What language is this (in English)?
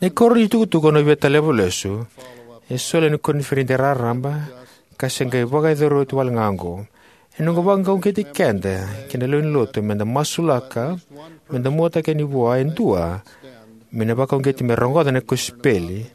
Fijian